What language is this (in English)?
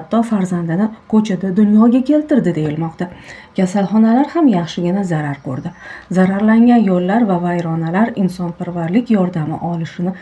Uzbek